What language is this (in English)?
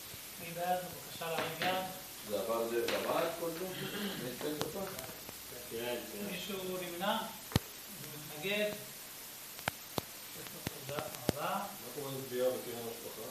Hebrew